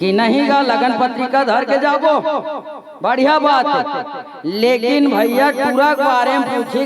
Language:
Chhattisgarhi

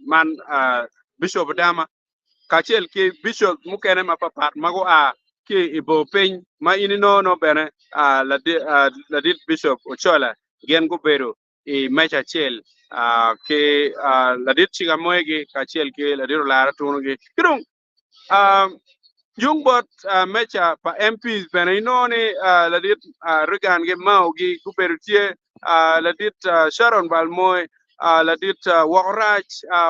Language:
Acoli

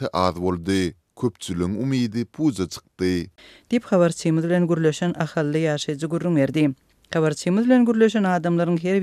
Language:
Turkmen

